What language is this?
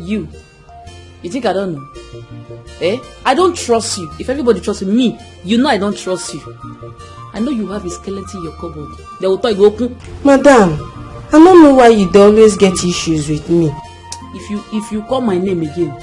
Nigerian Pidgin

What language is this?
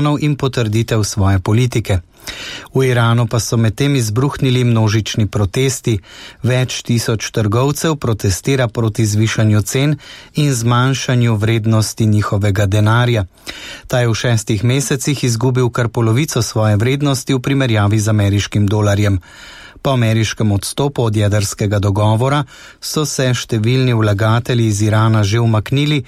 Slovenian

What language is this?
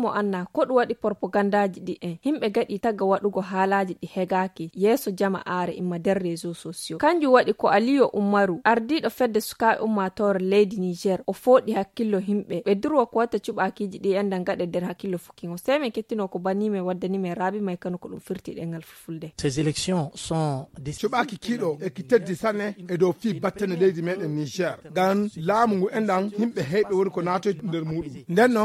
Fula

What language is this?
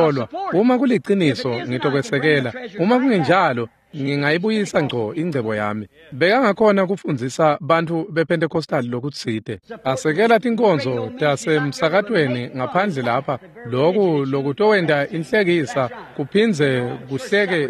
Swati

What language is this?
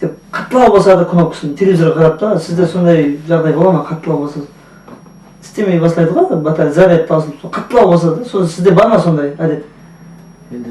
Kara-Kalpak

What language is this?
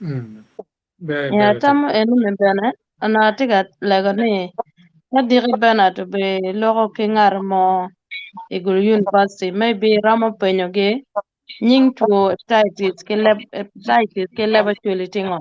Acoli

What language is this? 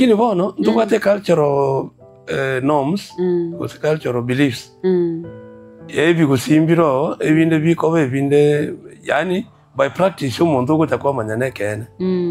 Gusii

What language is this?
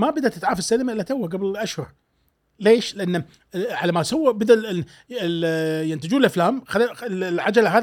Gulf Arabic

